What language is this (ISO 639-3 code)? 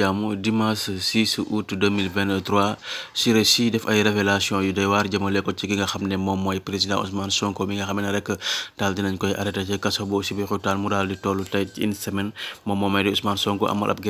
wol